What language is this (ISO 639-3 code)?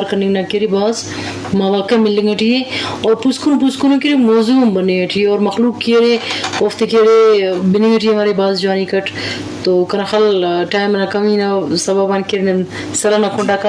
bgp